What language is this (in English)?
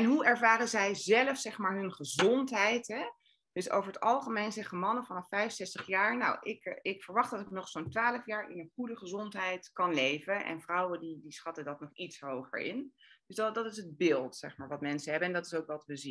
Dutch